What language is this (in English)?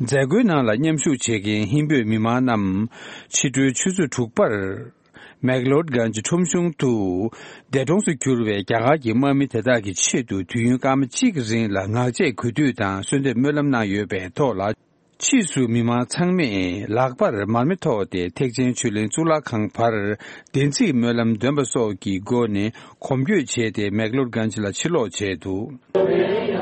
Tibetan